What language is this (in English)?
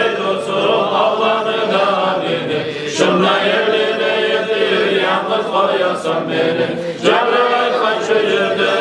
Kumyk